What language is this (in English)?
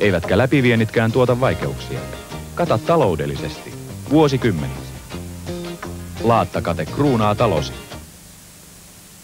Finnish